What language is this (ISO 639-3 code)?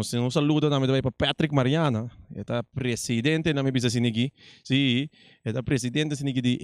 pap